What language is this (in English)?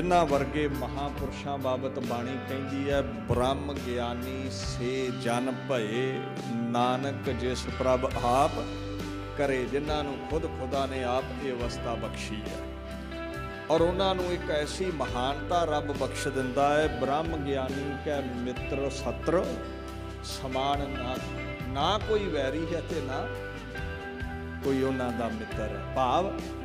Punjabi